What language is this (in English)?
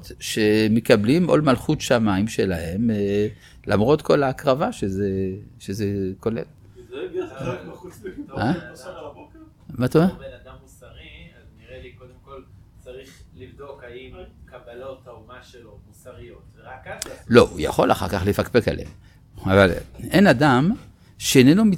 Hebrew